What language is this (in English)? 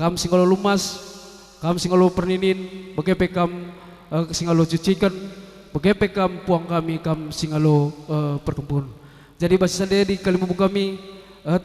Batak Karo